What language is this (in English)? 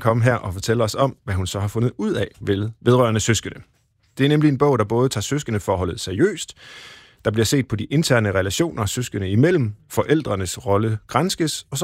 Danish